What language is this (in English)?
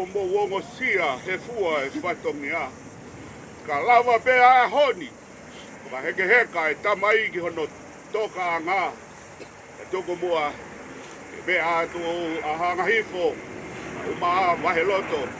Tongan